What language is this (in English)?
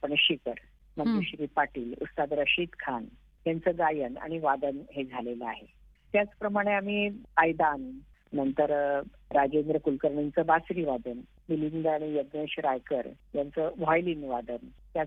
Marathi